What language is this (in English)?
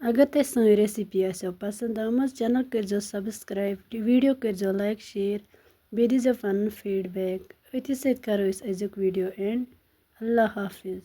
Kashmiri